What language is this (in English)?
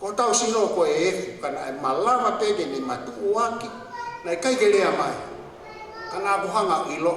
Tongan